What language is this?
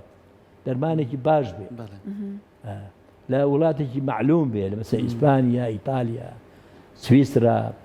Central Kurdish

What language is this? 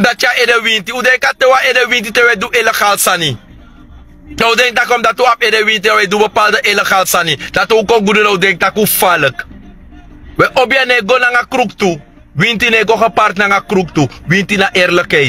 Sranan Tongo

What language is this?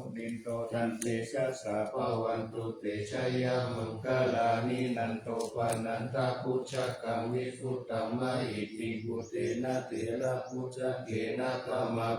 Pali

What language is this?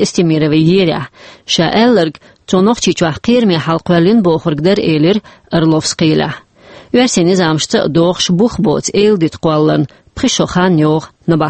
Chechen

